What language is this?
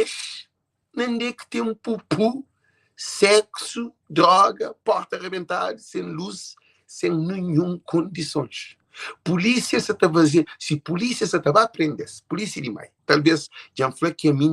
Kabuverdianu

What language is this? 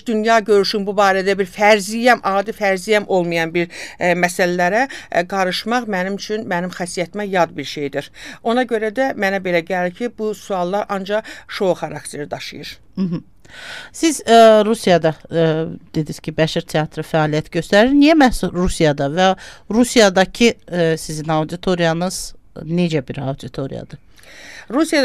Azerbaijani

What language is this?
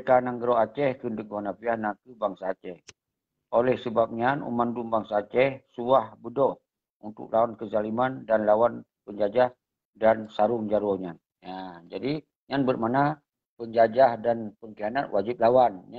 Achinese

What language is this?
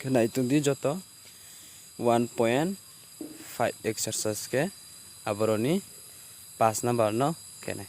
Riang (India)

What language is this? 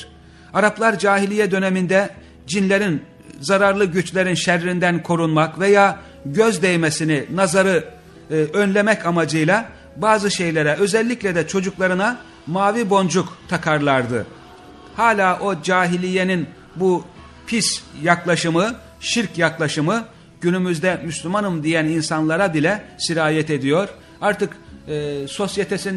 Turkish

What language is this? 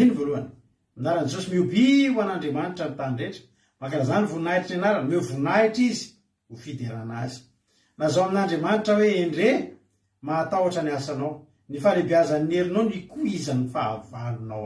Malagasy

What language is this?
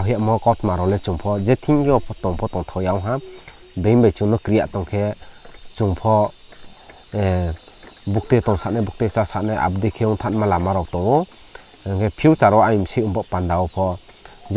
Riang (India)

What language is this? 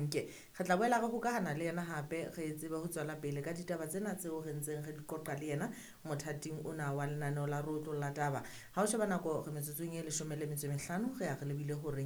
Southern Sotho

